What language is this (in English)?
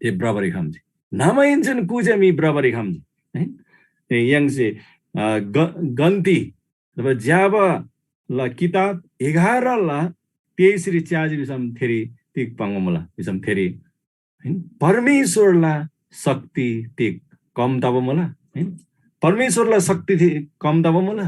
Eastern Tamang